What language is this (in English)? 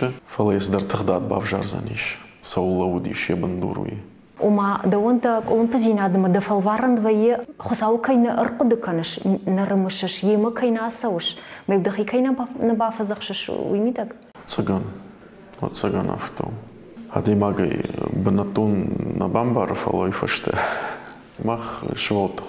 Ossetic